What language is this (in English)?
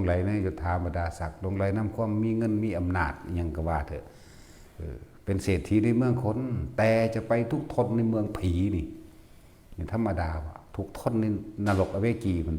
Northeastern Thai